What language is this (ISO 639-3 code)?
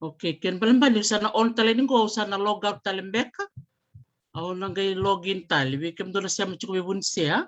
fij